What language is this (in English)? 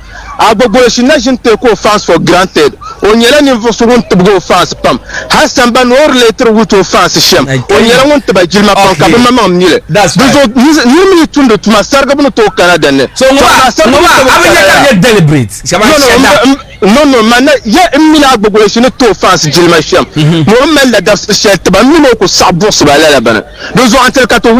Dagbani